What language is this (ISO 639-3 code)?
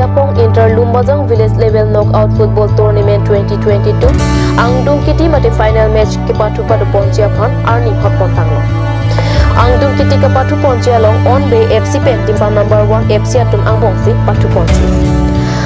mjw